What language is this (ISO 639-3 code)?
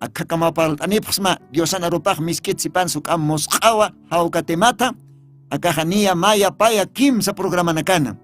aym